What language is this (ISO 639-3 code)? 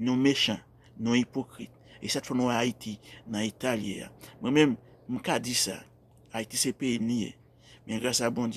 hat